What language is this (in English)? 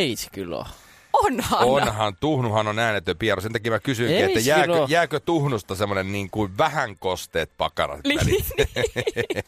Finnish